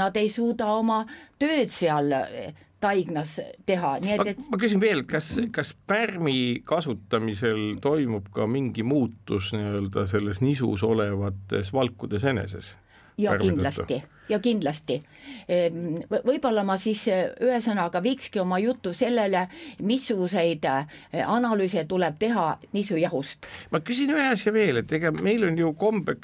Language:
Estonian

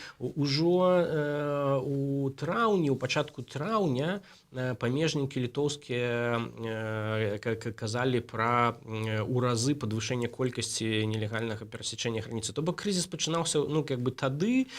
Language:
Belarusian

